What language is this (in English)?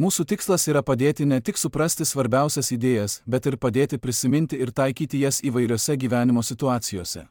Lithuanian